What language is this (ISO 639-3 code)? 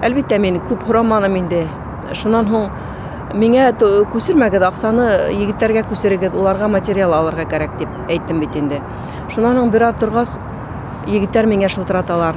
bak